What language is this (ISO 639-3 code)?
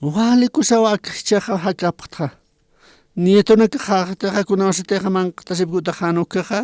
aym